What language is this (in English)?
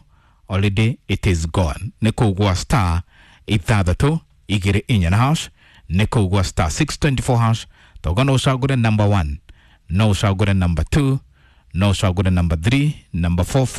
Kikuyu